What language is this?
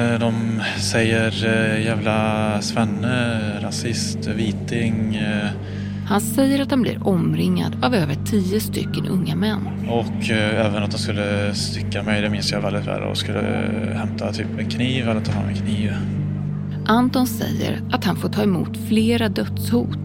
Swedish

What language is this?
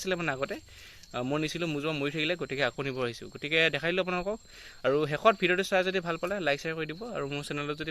Assamese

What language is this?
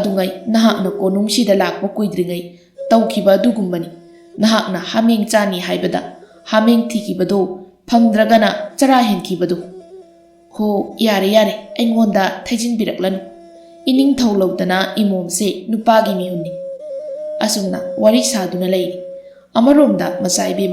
Manipuri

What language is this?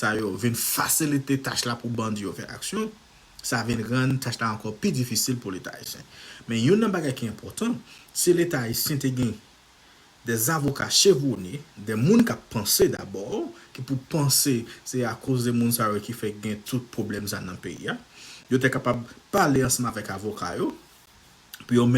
Haitian Creole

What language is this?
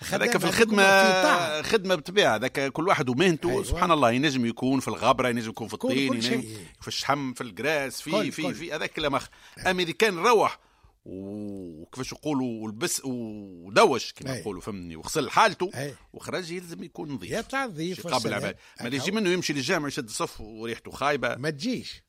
Tunisian Arabic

